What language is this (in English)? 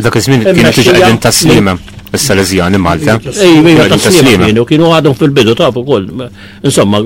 Maltese